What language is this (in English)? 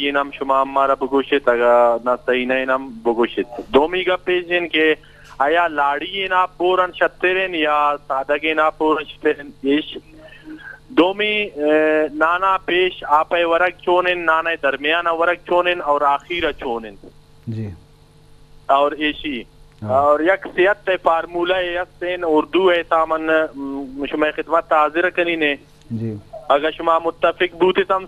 Eastern Balochi